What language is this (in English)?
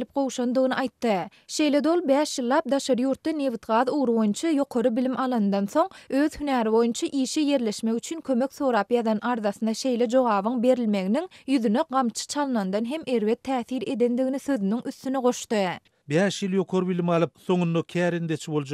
Turkmen